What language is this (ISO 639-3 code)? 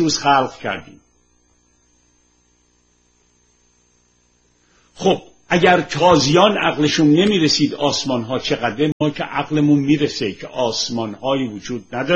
fas